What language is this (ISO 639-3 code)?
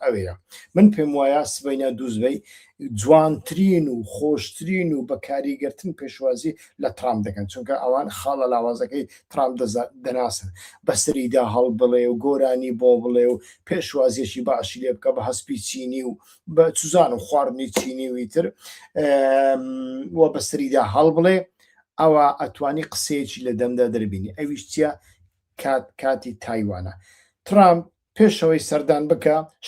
ckb